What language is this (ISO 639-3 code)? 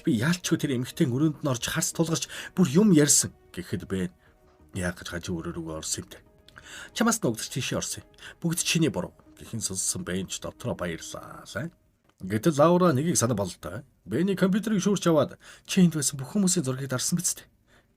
mon